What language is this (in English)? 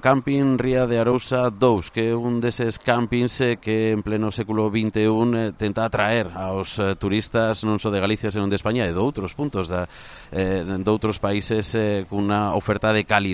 Galician